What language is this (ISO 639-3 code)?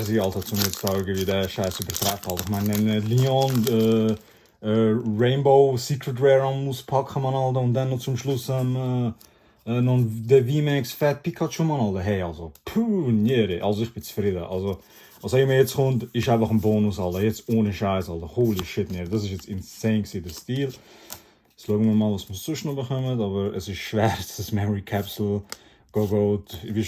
gsw